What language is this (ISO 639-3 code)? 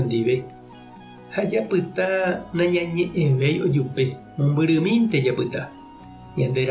grn